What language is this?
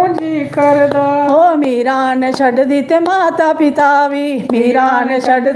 Dogri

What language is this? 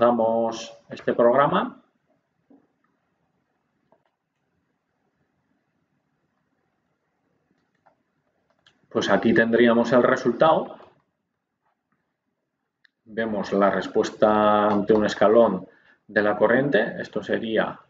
Spanish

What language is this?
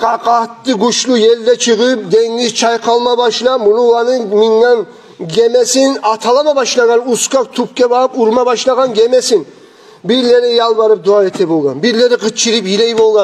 Kumyk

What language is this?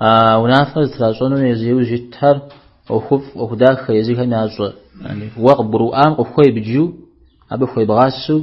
Kabardian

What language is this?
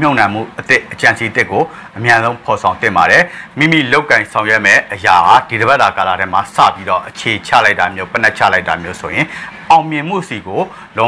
Burmese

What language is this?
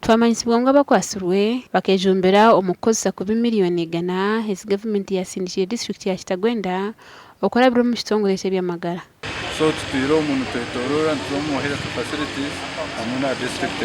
Nyankole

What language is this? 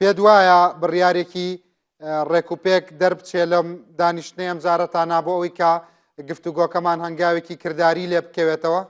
Central Kurdish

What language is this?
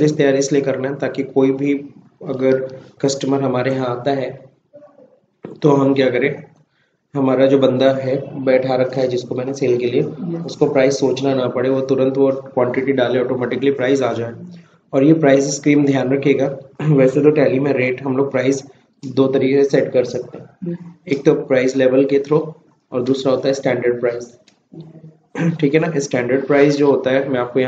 Hindi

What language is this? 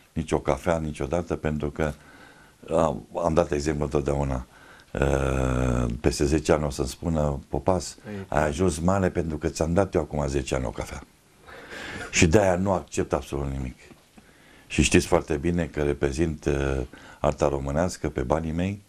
Romanian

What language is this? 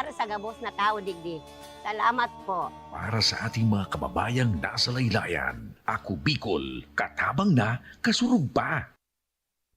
Bikol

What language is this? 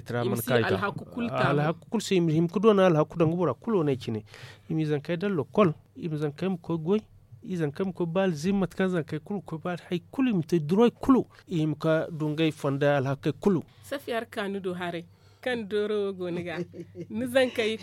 Zarma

